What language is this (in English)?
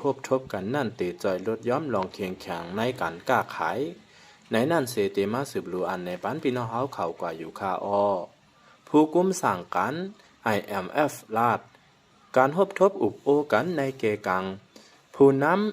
Shan